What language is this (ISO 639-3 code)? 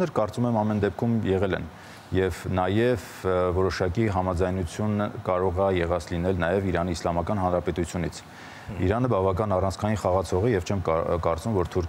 hye